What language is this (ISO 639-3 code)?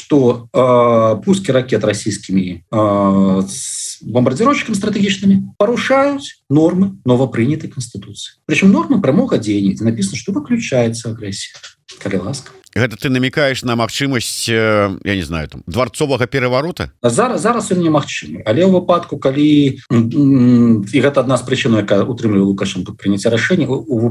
bel